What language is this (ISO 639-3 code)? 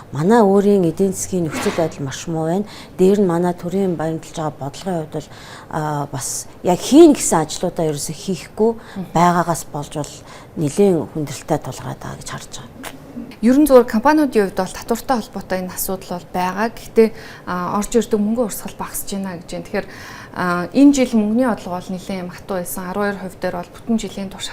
mon